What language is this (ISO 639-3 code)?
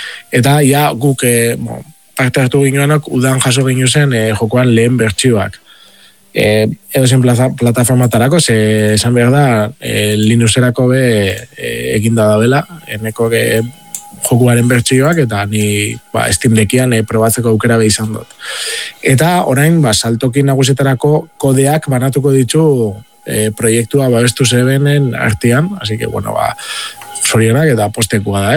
eus